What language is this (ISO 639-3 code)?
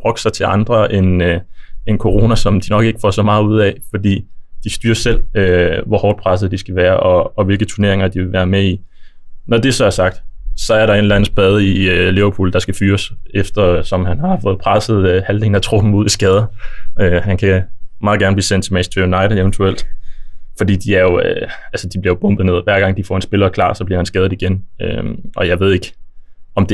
dan